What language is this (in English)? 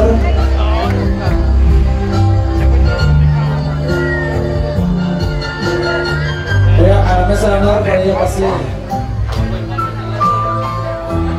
Spanish